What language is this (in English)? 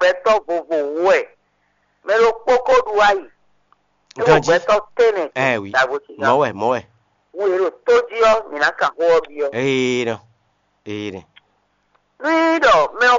Fon